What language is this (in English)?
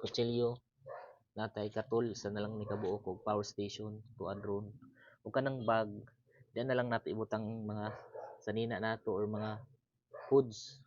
Cebuano